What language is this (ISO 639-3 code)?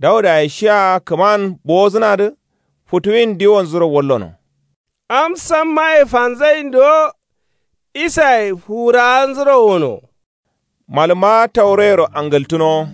kau